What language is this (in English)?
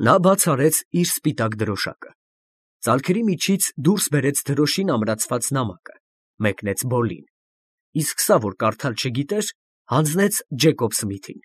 Armenian